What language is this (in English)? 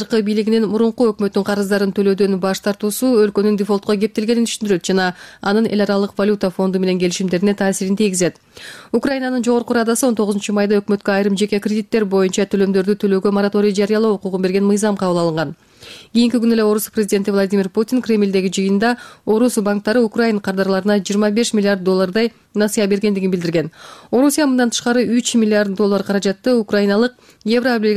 Kyrgyz